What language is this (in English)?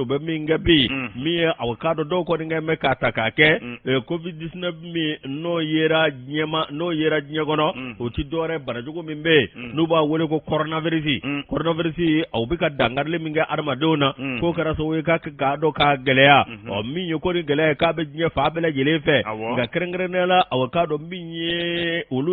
Bambara